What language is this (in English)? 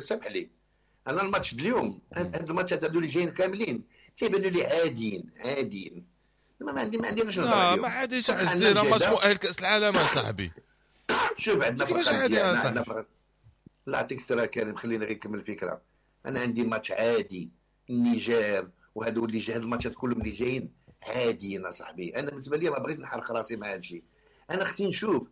Moroccan Arabic